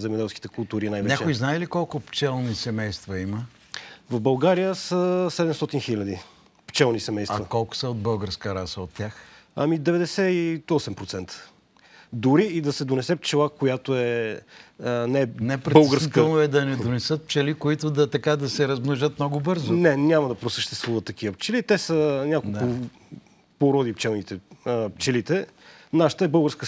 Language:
Bulgarian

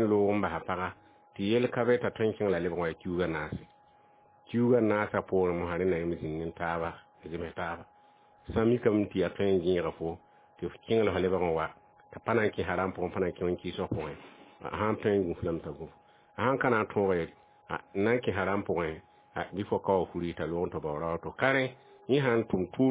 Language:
Mossi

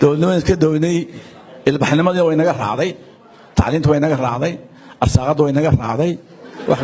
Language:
Somali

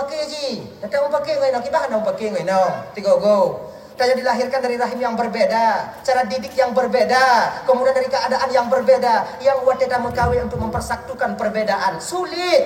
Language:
Achinese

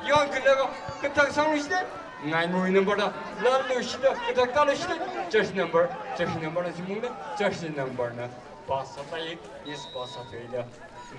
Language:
Tangkhul Naga (India)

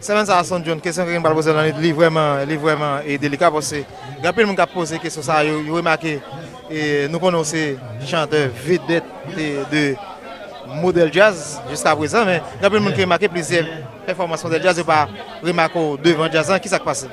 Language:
Haitian Creole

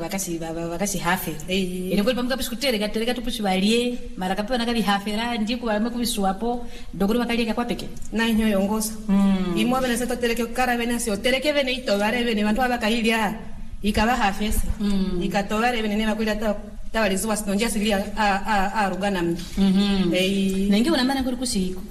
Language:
Swahili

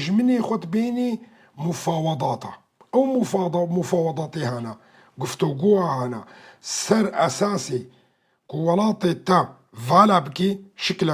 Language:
Kurdish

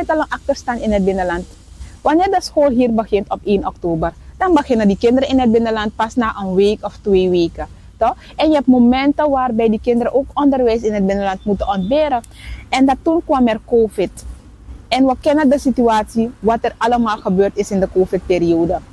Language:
Dutch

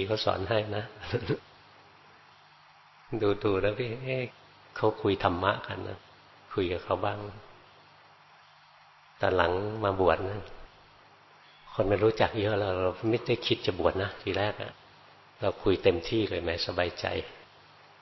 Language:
Thai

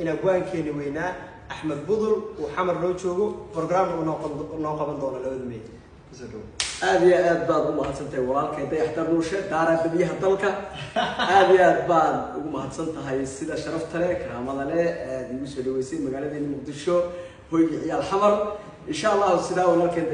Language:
Somali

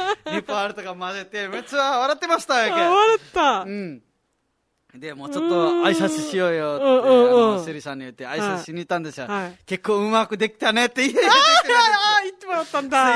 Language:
Japanese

